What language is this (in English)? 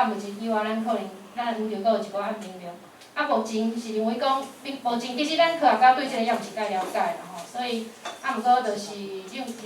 Min Nan Chinese